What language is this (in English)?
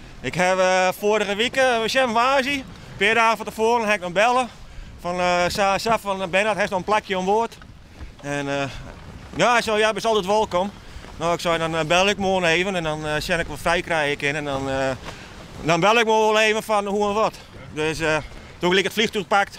Western Frisian